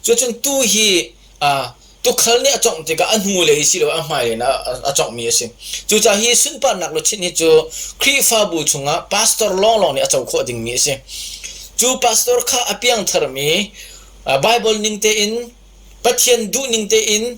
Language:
Hakha Chin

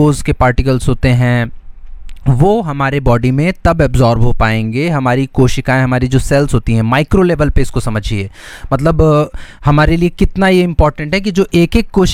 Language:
Hindi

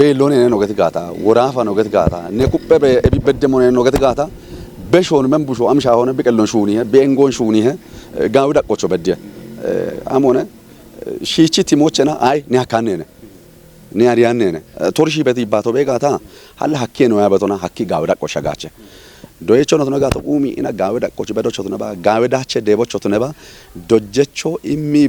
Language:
Kafa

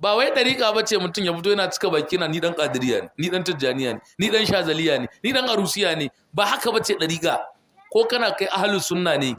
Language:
Hausa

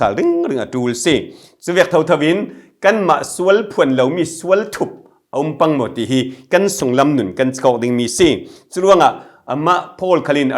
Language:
Falam Chin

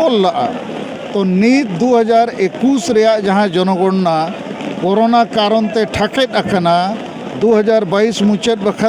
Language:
Santali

